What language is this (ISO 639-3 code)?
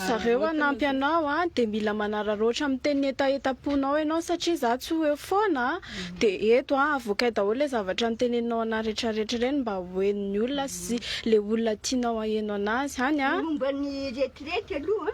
mlg